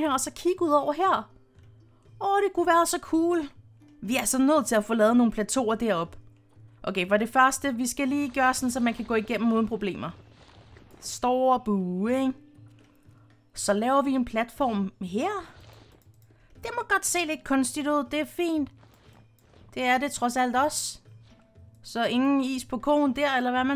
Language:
Danish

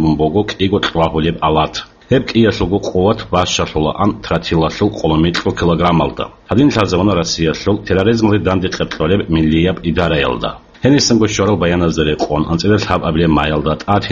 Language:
Avaric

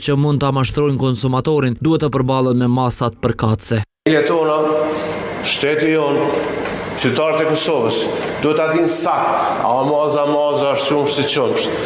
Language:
Albanian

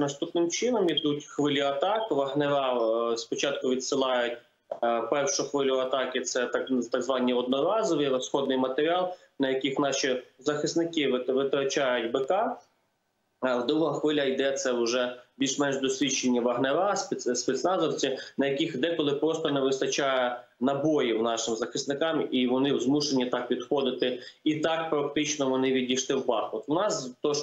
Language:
Ukrainian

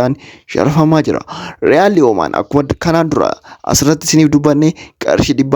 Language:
Oromo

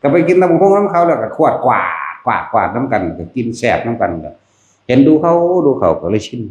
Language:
Northeastern Thai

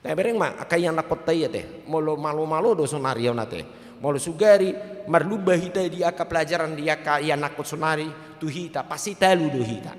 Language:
Batak Toba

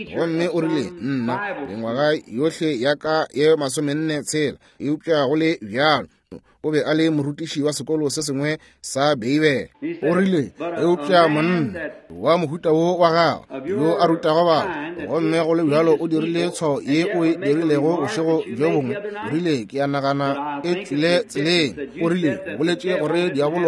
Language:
Northern Sotho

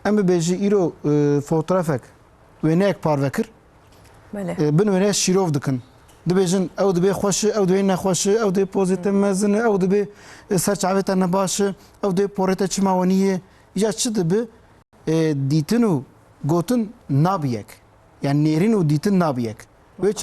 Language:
Kurdish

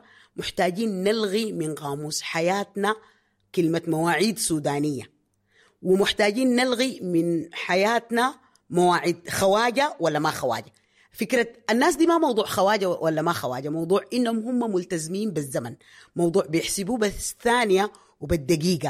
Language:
Sudanese Arabic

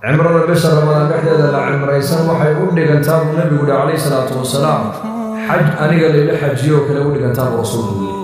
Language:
Somali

